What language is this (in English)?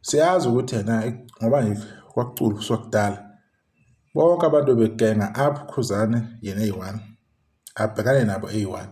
Zulu